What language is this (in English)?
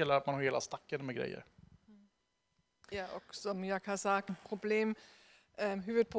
Swedish